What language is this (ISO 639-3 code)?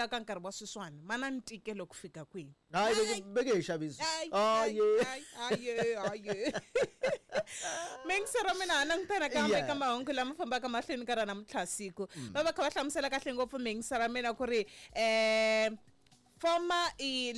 tso